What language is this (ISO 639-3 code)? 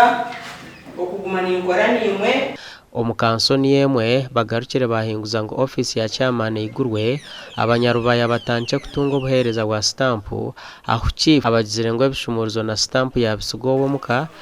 nyn